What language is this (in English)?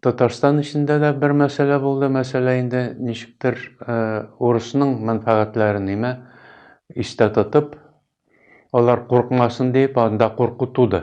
Tatar